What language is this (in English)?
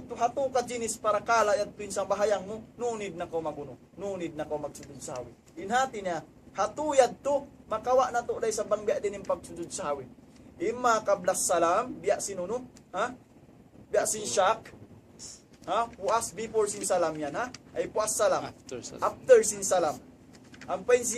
Tausug